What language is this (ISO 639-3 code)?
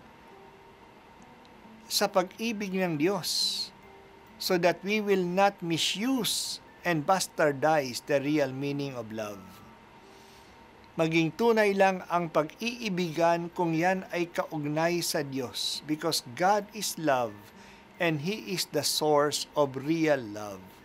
fil